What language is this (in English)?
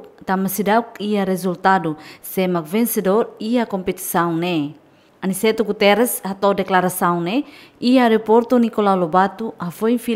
Tetum